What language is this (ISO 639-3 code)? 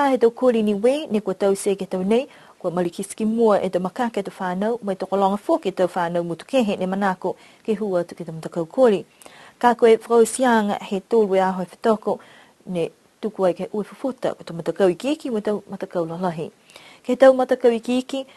niu